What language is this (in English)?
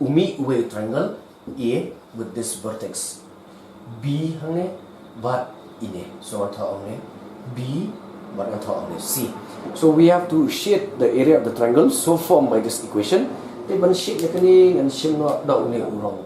Khasi